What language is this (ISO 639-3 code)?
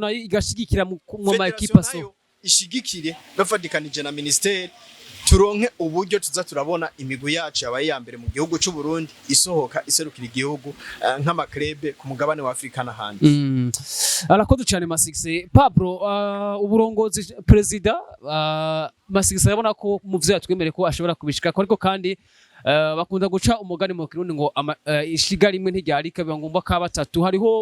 run